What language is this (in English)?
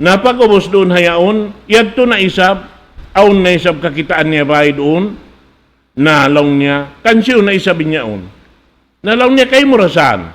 Tausug